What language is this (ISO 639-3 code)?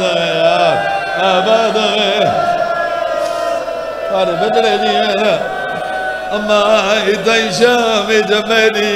urd